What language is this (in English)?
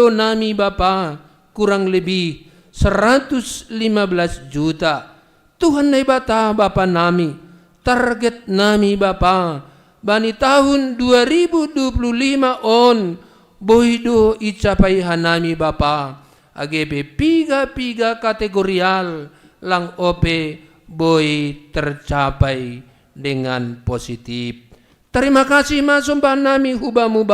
Batak Simalungun